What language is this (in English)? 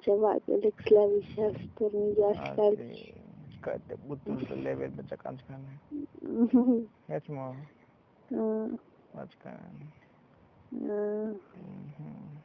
Tzotzil